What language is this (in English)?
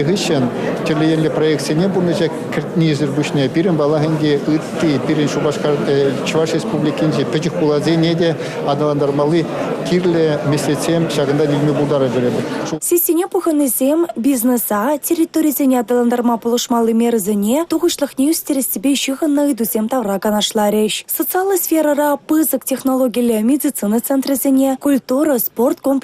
Chuvash